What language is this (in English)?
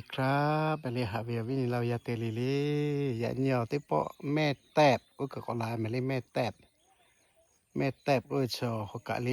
Lahu